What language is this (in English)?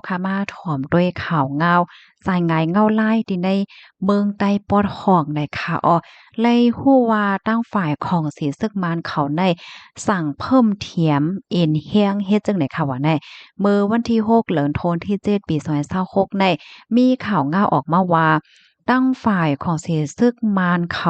Shan